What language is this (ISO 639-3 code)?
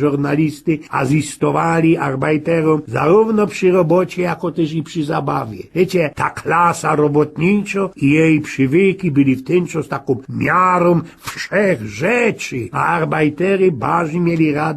szl